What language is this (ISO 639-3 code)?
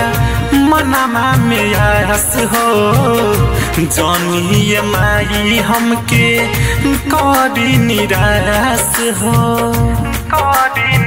bho